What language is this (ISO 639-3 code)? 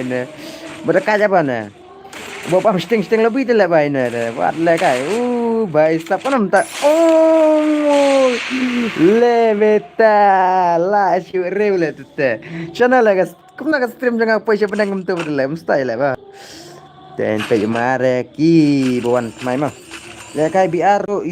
kha